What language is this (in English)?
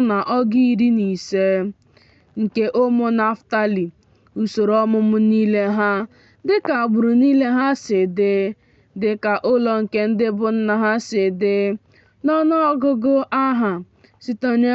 Igbo